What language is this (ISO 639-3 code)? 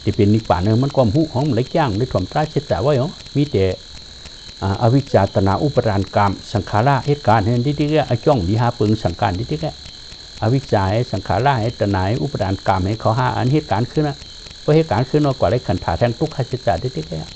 shn